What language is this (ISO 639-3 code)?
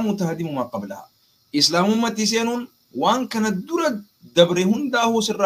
orm